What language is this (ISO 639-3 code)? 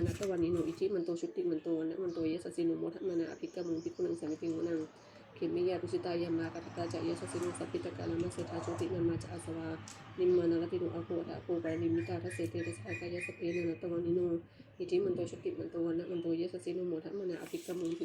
pli